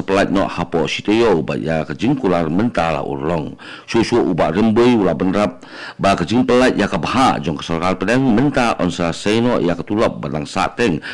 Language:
Khasi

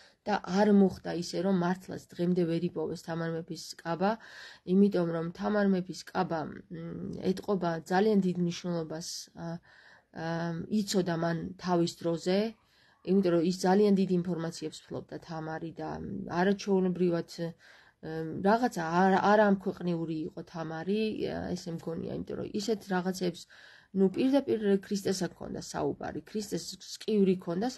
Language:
Georgian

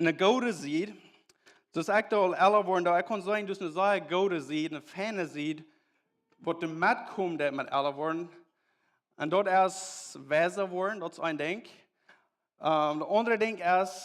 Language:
Plautdietsch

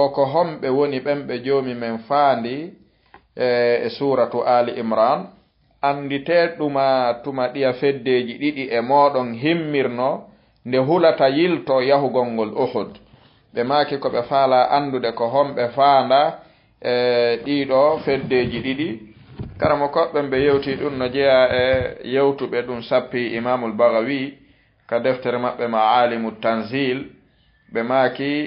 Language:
Fula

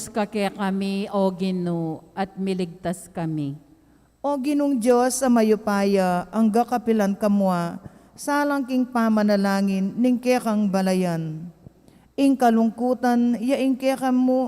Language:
Pampanga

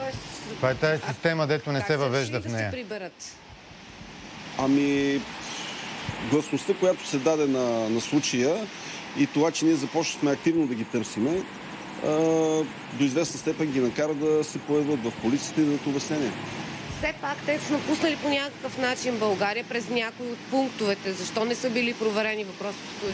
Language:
Bulgarian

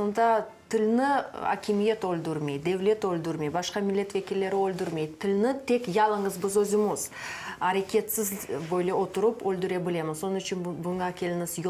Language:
Crimean Tatar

